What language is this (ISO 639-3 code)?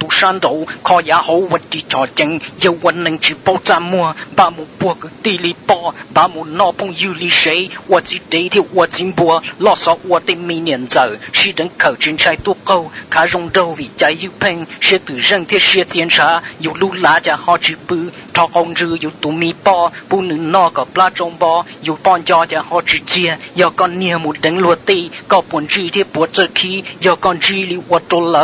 hmn